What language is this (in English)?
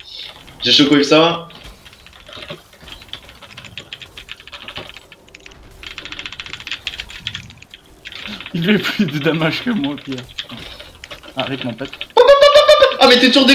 French